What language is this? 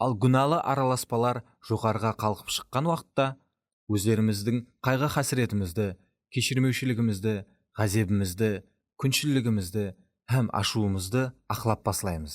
Kara-Kalpak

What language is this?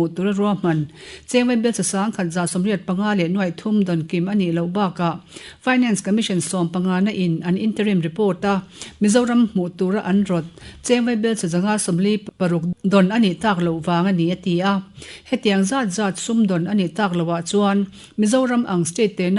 Mizo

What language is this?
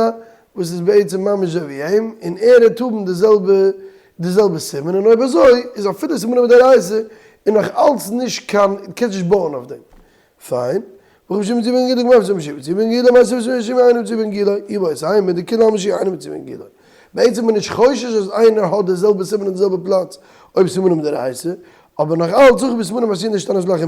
Yiddish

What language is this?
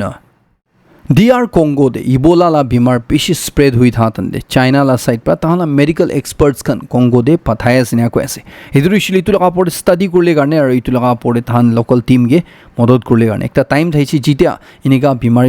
Naga Pidgin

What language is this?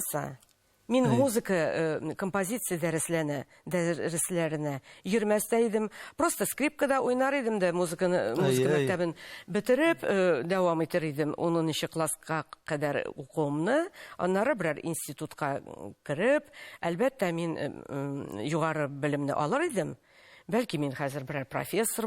Tatar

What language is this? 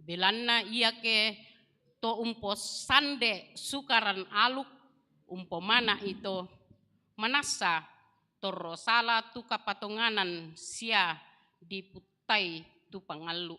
Toraja-Sa'dan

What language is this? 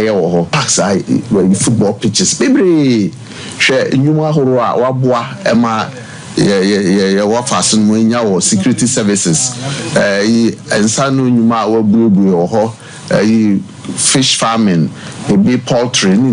Akan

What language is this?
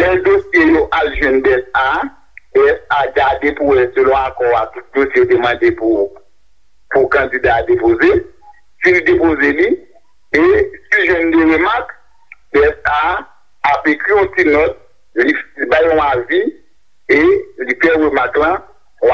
Haitian Creole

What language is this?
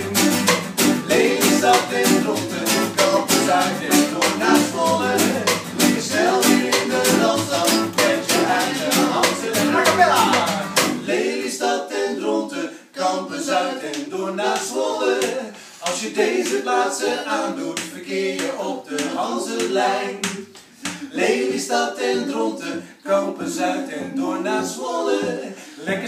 Dutch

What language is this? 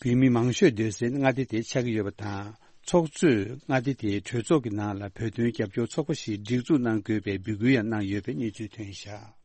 Tibetan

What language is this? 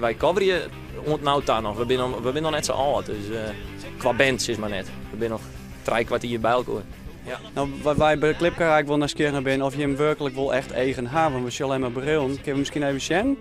Western Frisian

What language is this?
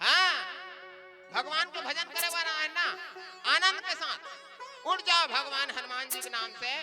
Chhattisgarhi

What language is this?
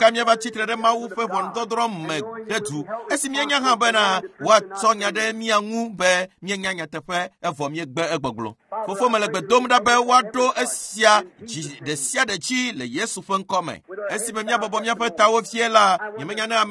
Ewe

